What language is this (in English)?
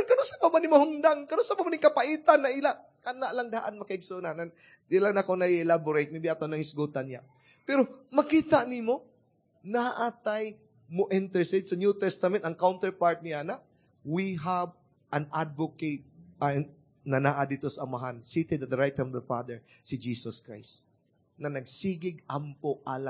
Cebuano